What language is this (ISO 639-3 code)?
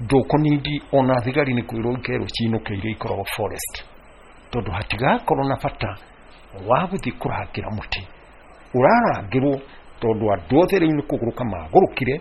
kik